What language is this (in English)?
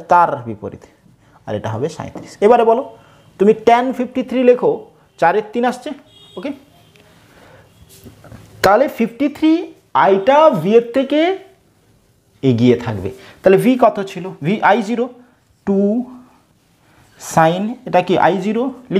Bangla